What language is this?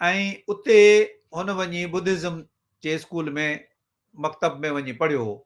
Sindhi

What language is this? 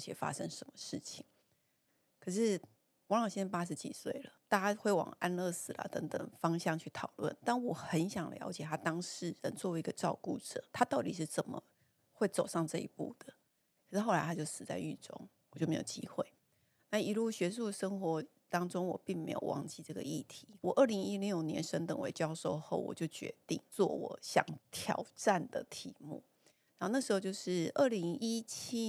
Chinese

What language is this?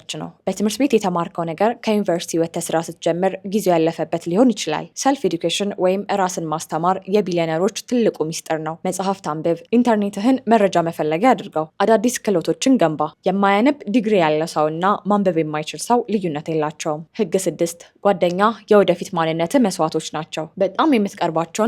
Amharic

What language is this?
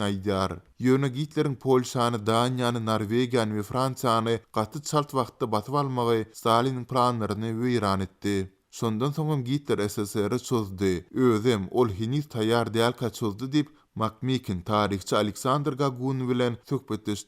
Turkmen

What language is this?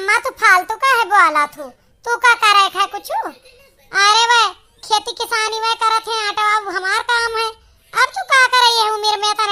Awadhi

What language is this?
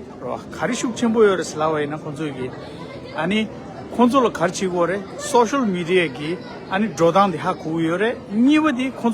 Tibetan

